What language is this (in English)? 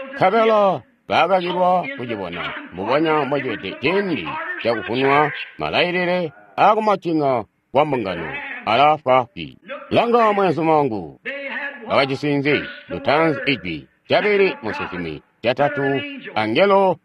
Tonga (Zambia)